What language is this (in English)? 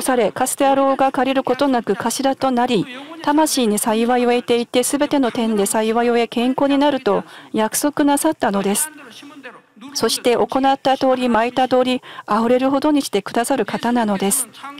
Japanese